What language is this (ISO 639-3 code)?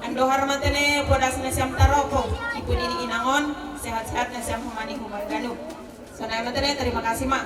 bts